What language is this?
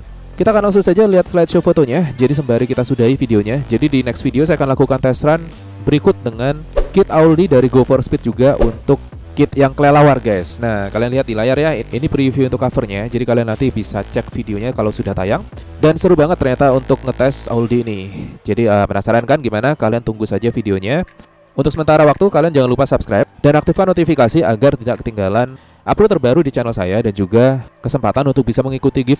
Indonesian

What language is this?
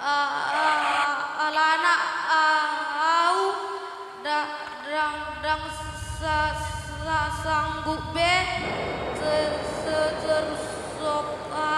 Batak Toba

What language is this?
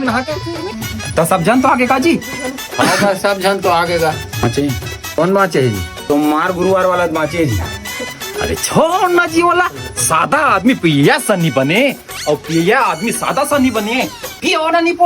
Chhattisgarhi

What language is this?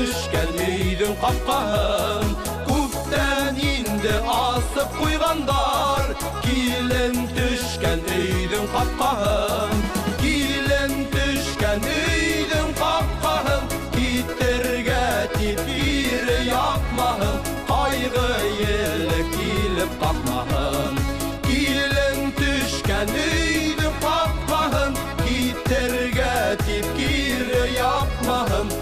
Bashkir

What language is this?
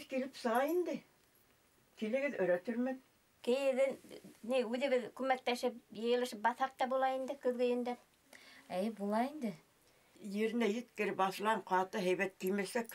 Bashkir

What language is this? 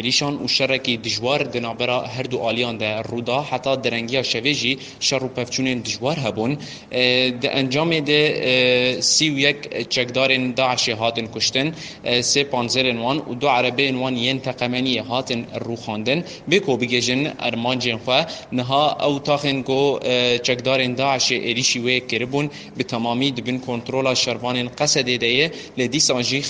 Kurdish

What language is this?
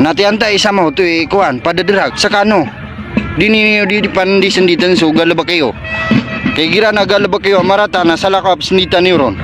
Maranao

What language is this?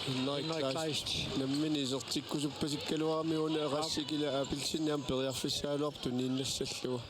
Kalaallisut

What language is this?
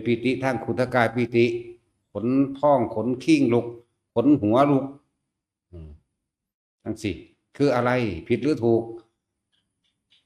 Northeastern Thai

